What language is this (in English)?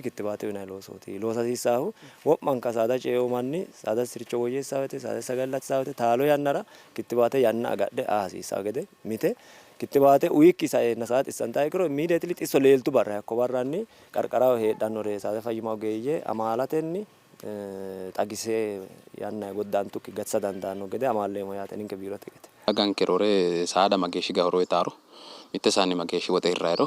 Sidamo